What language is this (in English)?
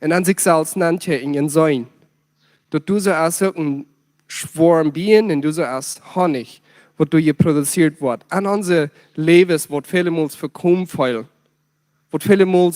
Plautdietsch